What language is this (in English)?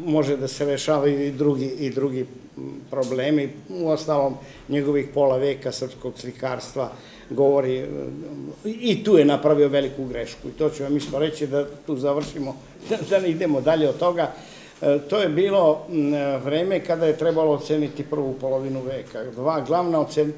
Serbian